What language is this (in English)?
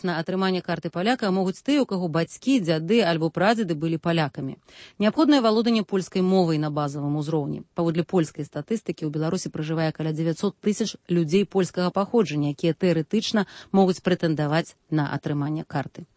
Belarusian